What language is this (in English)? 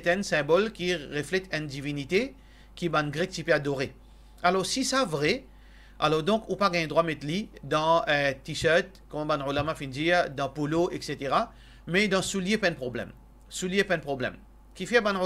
Morisyen